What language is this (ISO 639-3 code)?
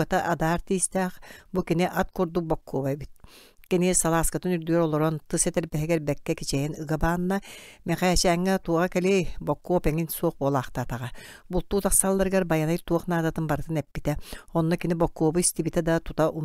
sah